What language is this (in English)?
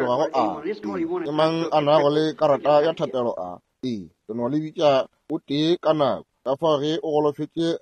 Northern Sotho